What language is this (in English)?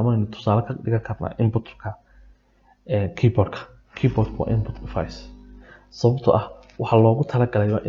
Somali